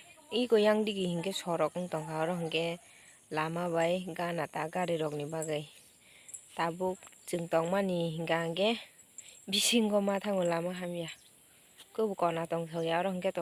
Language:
Kok Borok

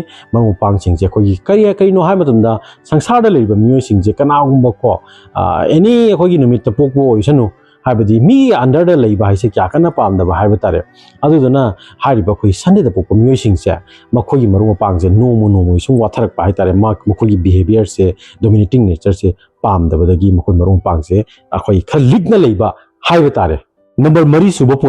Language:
Manipuri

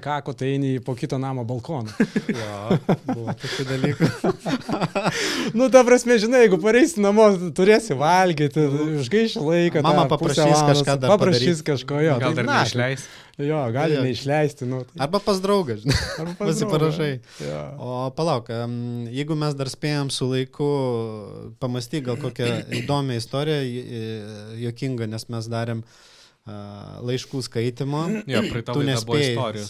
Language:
Lithuanian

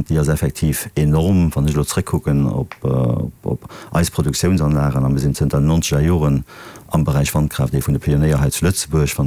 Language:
Luxembourgish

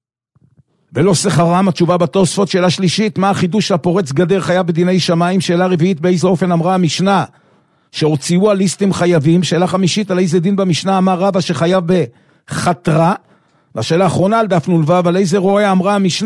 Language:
Hebrew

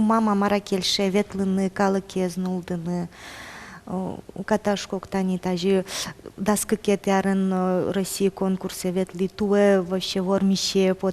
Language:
Udmurt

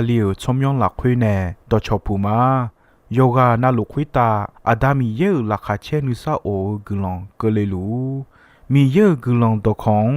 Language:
Akha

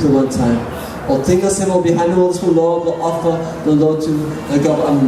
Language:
Tok Pisin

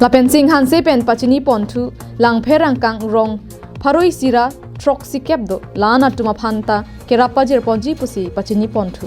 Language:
Karbi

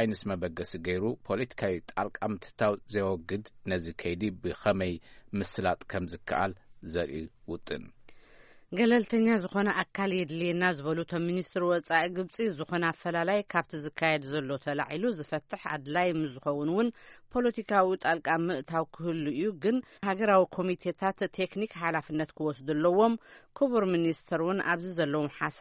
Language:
Tigrinya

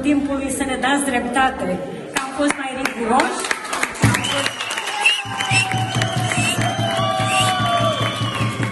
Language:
Romanian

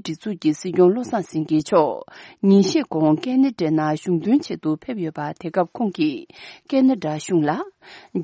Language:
Tibetan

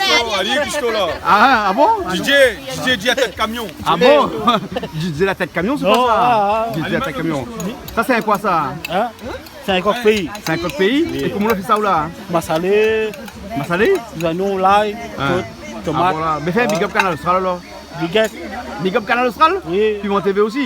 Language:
Réunion Creole French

